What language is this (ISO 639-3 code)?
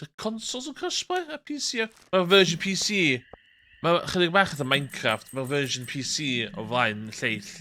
cym